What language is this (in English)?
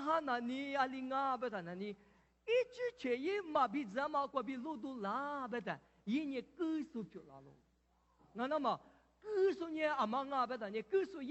Lisu